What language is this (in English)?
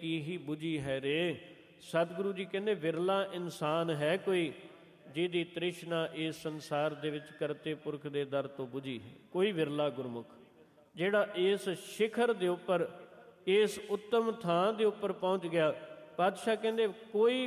Punjabi